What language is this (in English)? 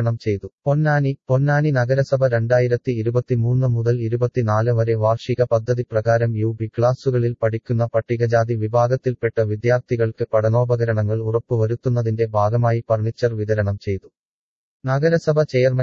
Malayalam